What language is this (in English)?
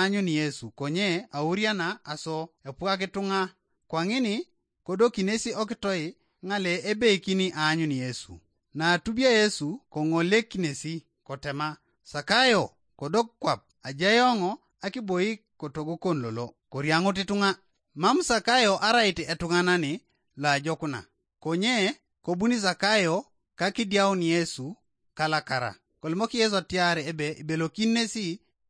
Teso